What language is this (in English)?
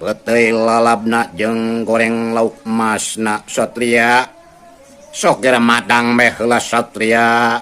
Sundanese